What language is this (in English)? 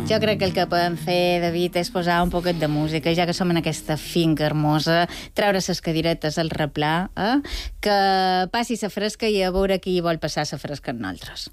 Catalan